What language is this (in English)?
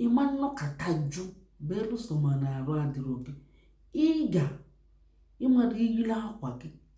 Igbo